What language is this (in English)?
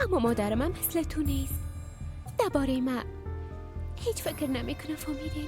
Persian